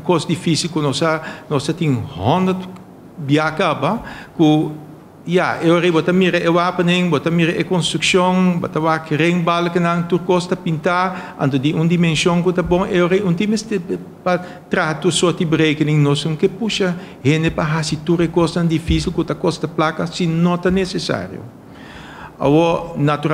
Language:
Papiamento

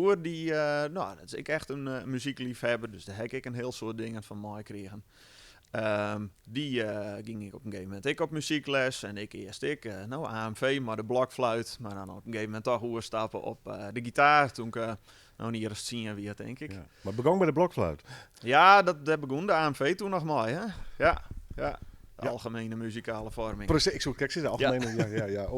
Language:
Western Frisian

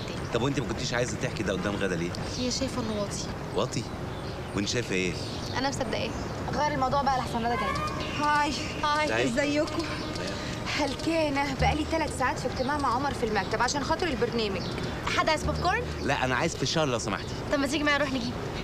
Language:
Egyptian Arabic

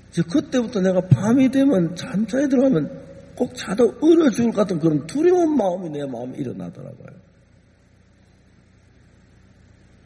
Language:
Korean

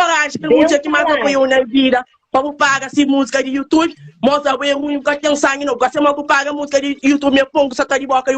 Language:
Kabuverdianu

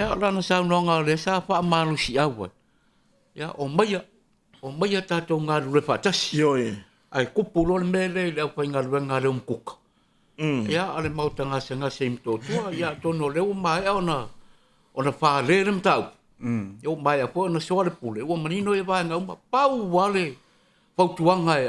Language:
Samoan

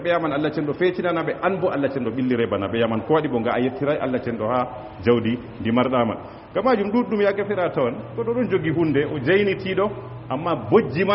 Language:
Fula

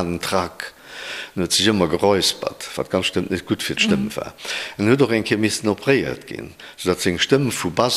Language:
Luxembourgish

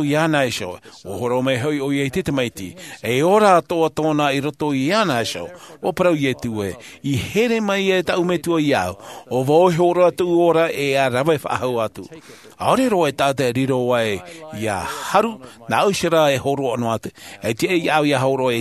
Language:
Tahitian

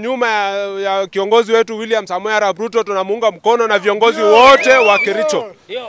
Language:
Swahili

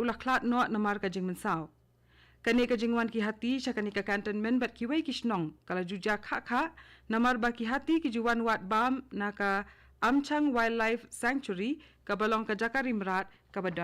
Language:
Khasi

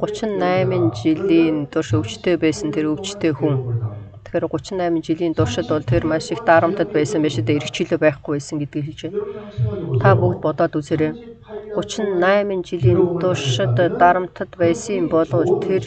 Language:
Mongolian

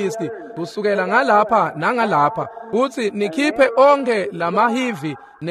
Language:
Swati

